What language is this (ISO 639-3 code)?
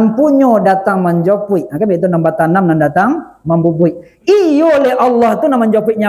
min